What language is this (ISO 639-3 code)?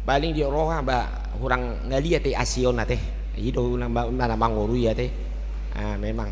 bbc